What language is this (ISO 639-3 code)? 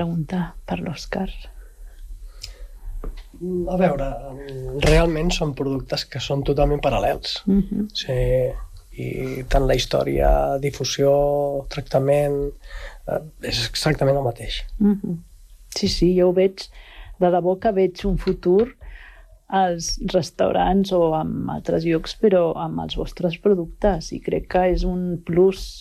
cat